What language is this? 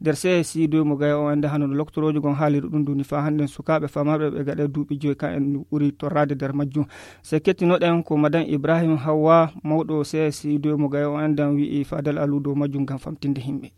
Fula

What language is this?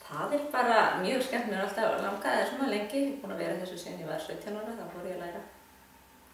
Icelandic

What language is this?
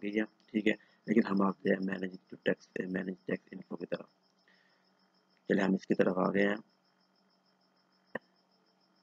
Hindi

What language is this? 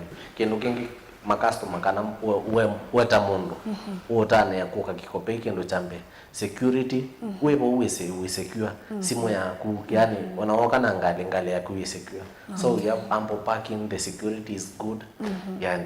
Kamba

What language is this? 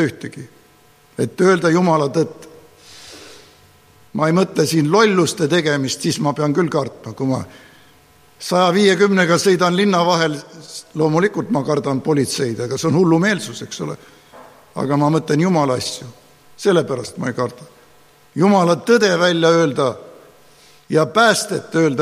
Estonian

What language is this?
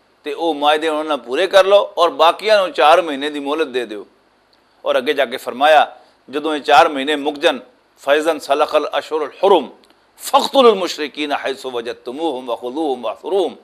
Western Panjabi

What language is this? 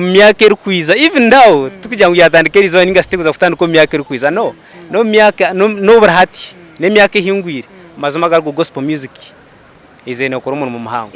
Nyankole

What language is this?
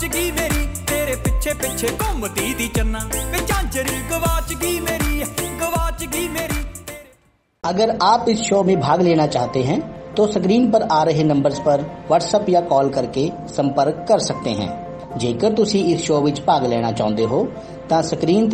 Punjabi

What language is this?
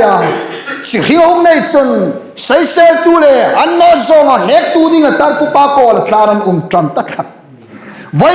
Hmar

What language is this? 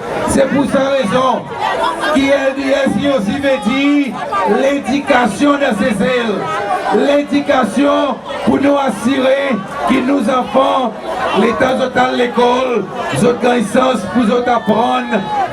Seselwa Creole French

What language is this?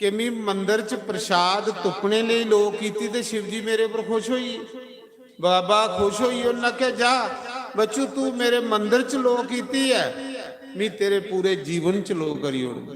Dogri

